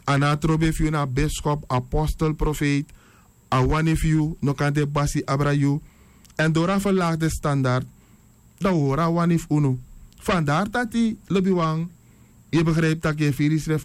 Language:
Sranan Tongo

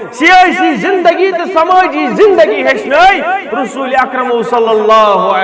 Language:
Kashmiri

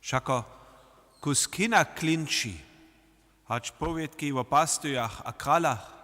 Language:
Upper Sorbian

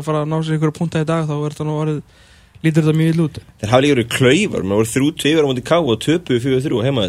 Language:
Icelandic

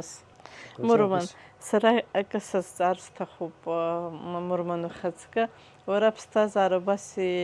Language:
Abkhazian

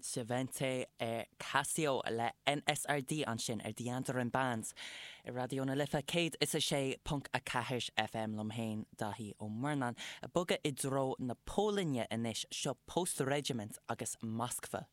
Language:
Irish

